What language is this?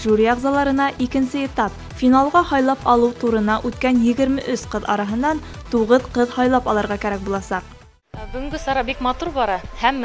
Bashkir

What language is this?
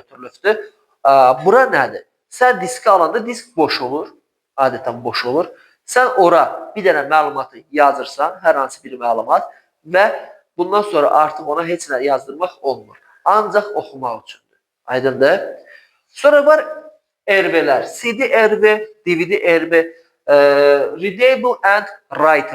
Azerbaijani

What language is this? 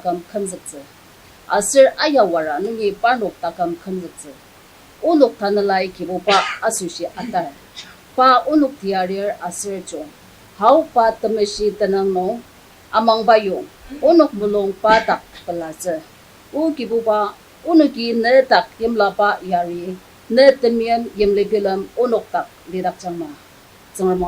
Ao Naga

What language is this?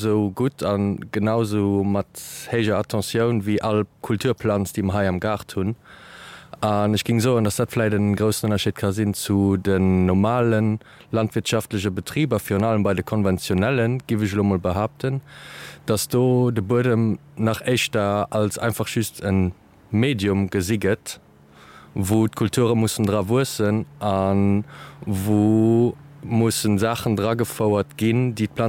Luxembourgish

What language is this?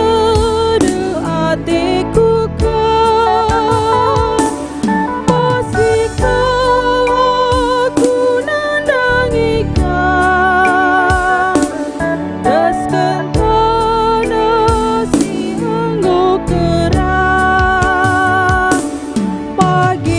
Batak Karo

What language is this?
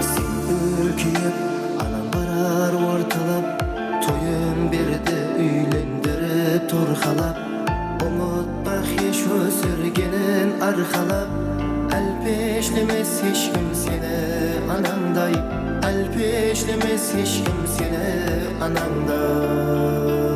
Kara-Kalpak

